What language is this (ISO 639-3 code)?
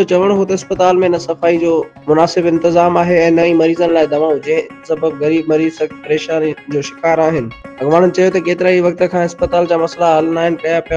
snd